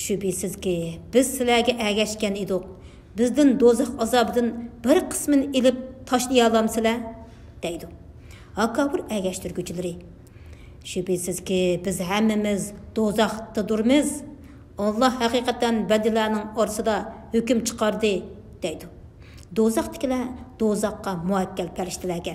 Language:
Uyghur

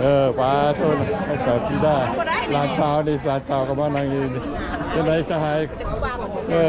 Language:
Lao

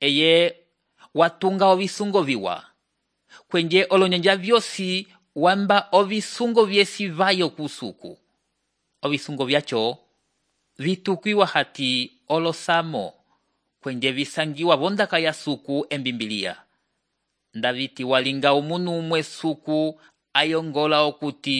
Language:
Umbundu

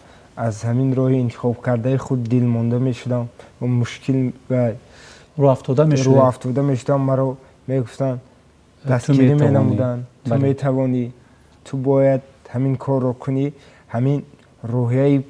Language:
Tajik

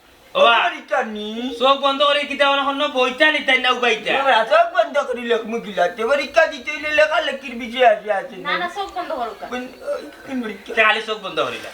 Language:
Sylheti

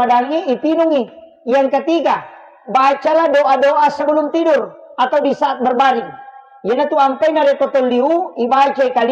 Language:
Buginese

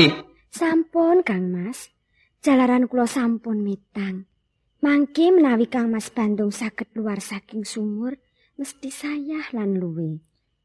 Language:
Javanese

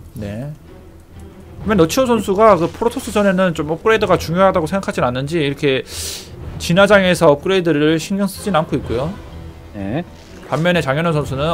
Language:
Korean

